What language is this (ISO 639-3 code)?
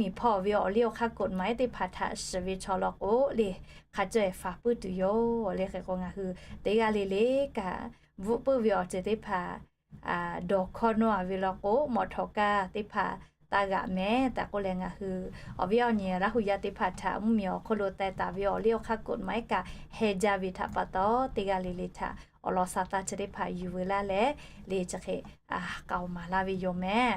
lhu